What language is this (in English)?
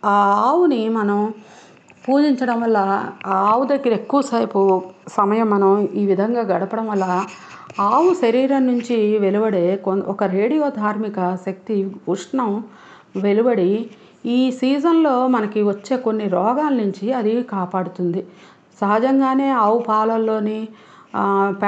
Telugu